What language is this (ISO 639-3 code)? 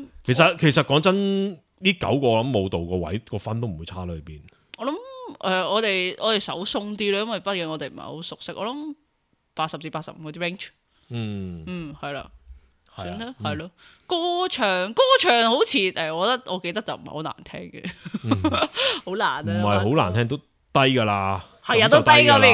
yue